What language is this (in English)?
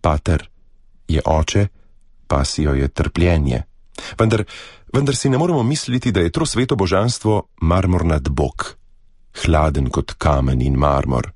Slovenian